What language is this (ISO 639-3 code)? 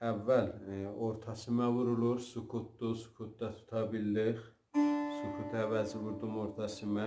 azb